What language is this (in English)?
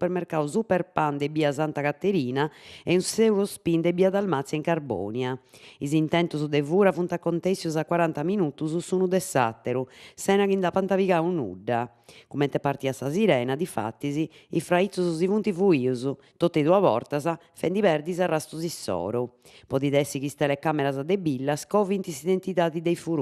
Sardinian